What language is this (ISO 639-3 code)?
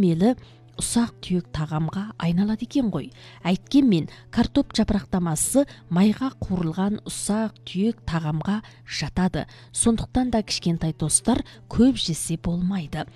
kaz